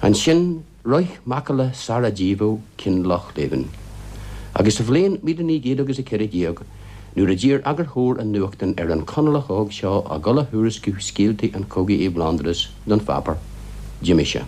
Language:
Irish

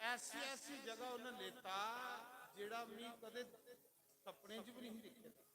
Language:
Dogri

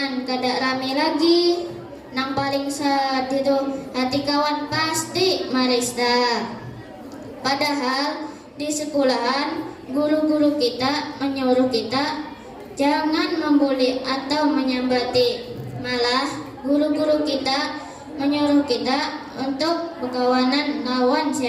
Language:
Banjar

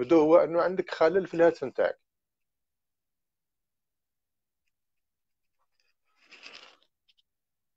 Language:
Algerian Arabic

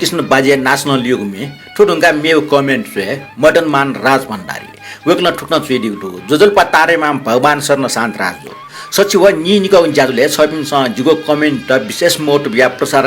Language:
Newari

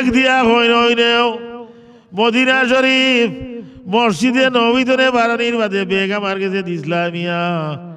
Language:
Sylheti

